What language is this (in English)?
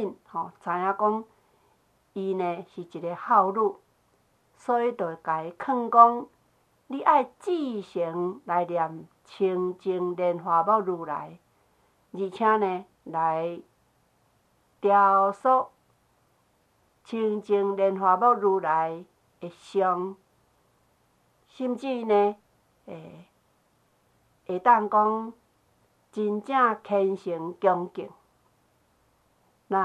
Min Nan Chinese